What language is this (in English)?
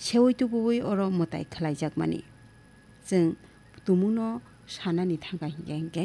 Kok Borok